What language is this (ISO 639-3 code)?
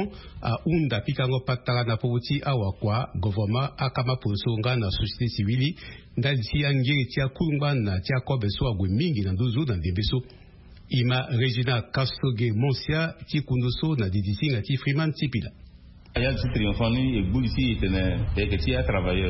sag